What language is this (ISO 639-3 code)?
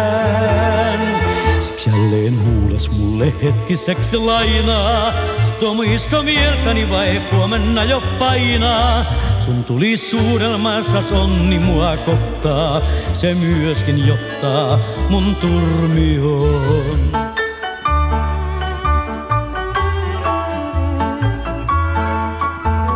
fin